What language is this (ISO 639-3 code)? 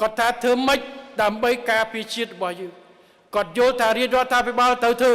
khm